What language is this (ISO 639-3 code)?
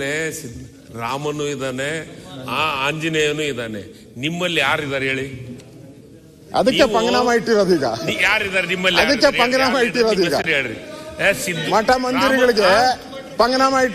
kan